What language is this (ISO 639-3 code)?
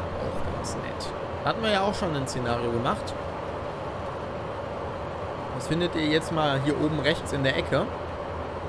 deu